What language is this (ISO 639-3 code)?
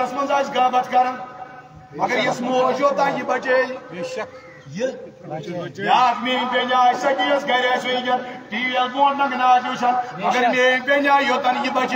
kas